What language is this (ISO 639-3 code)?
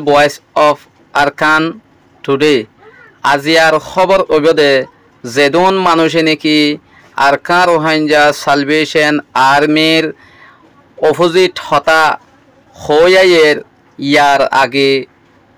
rhg